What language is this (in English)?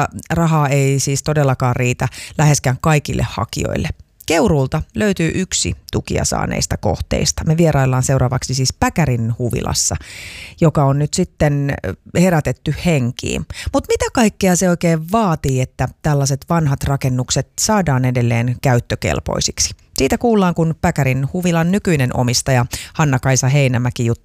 Finnish